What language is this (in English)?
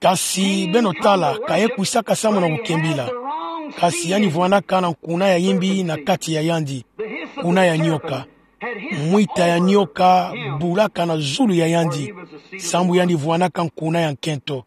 Kituba (Democratic Republic of Congo)